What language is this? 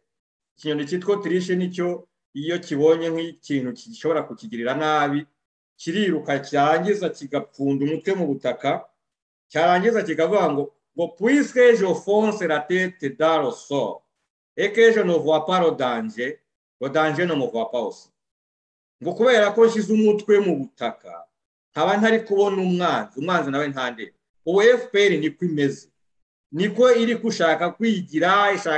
Kinyarwanda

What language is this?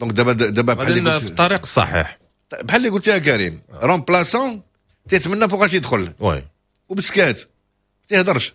Moroccan Arabic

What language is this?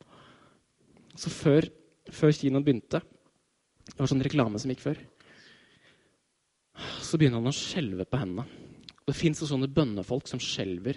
Norwegian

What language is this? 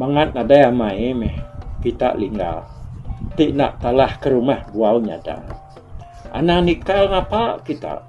Iban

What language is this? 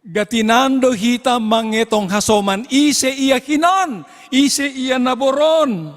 Batak Simalungun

